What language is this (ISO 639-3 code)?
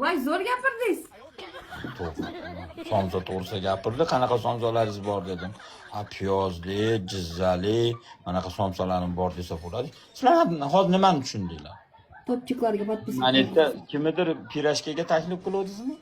uzb